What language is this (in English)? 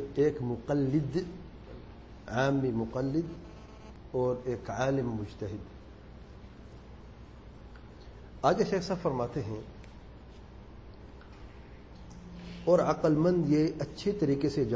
Urdu